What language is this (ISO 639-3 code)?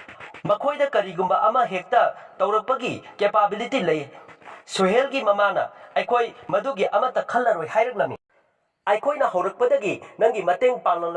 mni